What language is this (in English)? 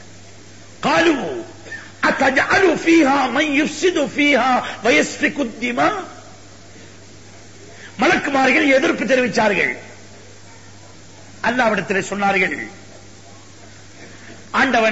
Tamil